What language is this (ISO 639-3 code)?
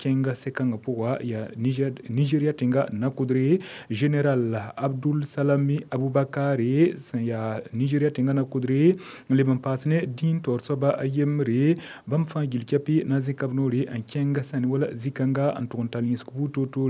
mos